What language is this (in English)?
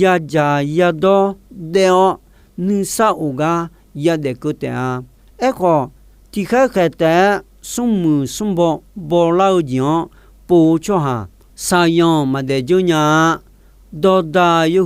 Akha